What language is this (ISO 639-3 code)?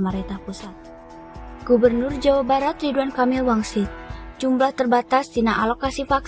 sun